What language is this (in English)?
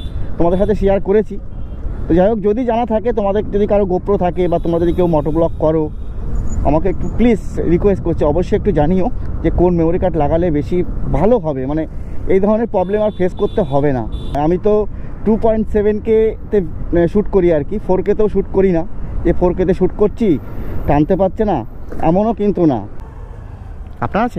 Bangla